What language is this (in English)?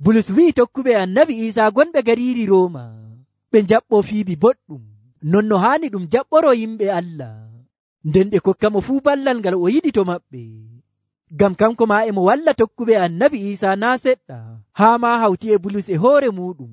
Nigerian Fulfulde